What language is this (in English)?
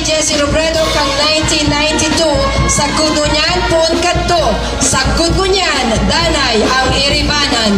Bikol